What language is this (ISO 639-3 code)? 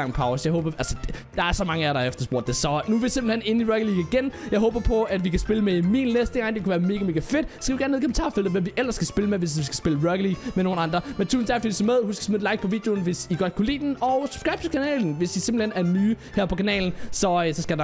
dan